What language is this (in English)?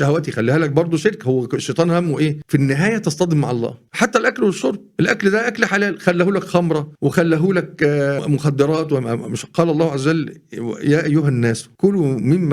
Egyptian Arabic